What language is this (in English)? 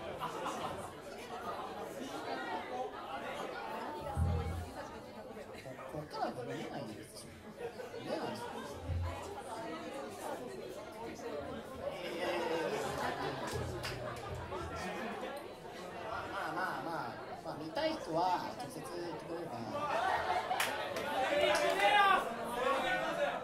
Japanese